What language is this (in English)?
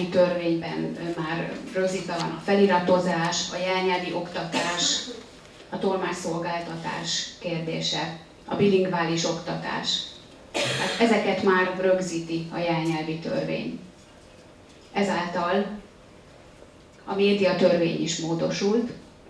Hungarian